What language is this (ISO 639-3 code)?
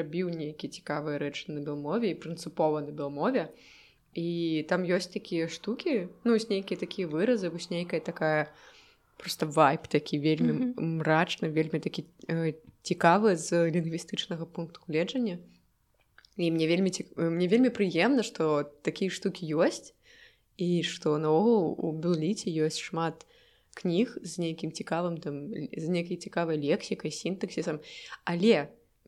bel